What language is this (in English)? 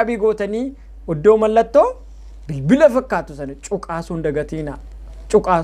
Oromo